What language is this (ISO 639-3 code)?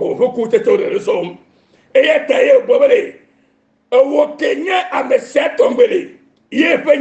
ewe